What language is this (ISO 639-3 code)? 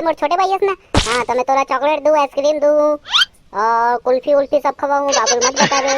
hne